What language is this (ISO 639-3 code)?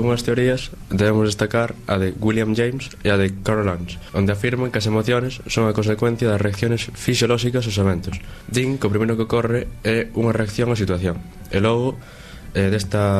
glg